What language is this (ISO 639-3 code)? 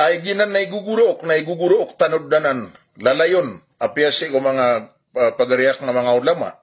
mrw